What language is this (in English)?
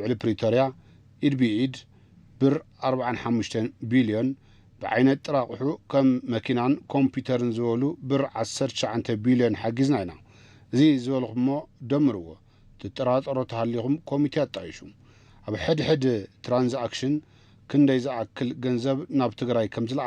Tigrinya